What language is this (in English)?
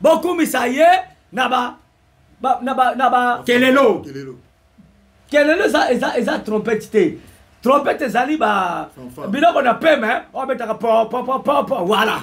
Lingala